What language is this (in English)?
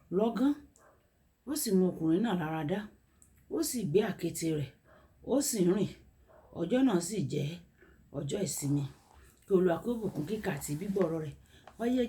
Yoruba